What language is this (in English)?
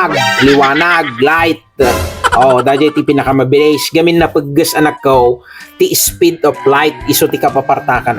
Iloko